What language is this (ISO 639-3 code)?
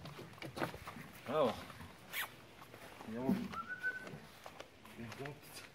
hrv